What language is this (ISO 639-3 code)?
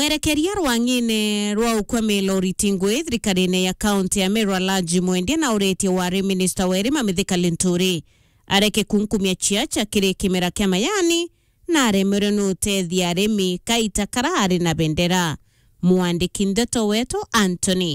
mer